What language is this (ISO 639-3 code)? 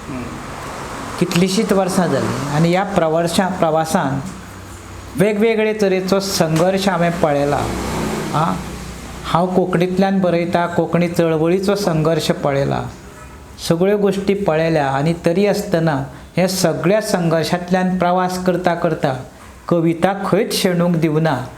kok